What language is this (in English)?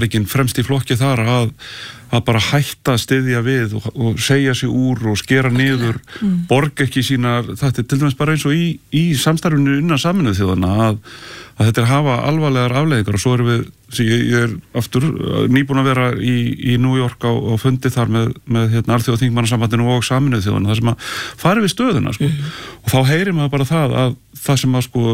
Icelandic